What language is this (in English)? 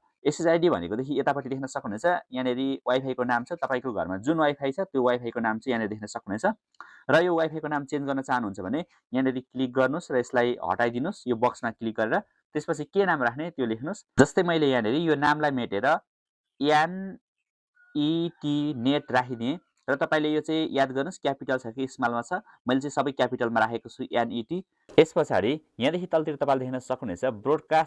Nepali